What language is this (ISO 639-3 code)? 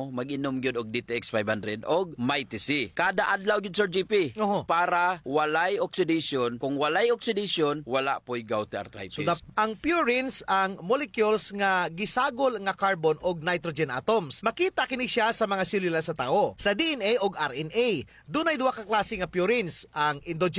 ceb